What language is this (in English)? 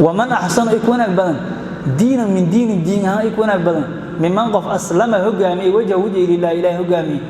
Somali